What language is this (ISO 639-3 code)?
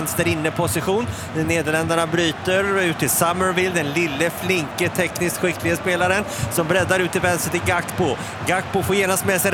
swe